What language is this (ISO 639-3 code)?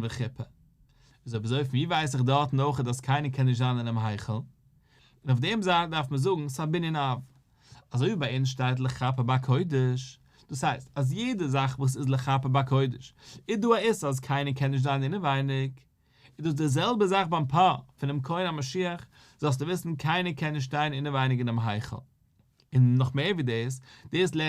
yid